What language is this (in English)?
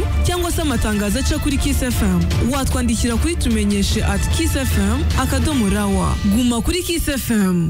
Kinyarwanda